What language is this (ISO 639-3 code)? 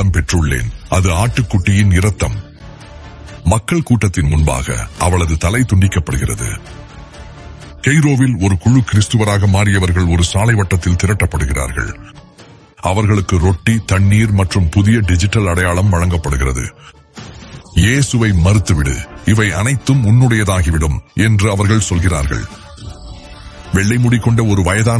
tam